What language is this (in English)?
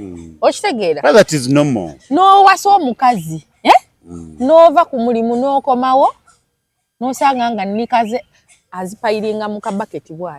Ganda